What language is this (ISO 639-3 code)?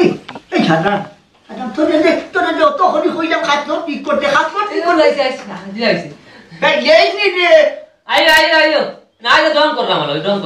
syl